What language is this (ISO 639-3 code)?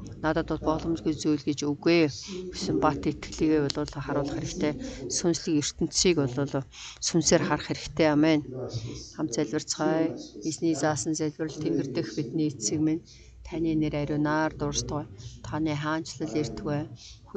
mon